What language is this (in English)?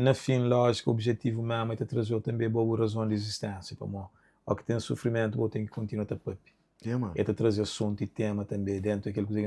Kabuverdianu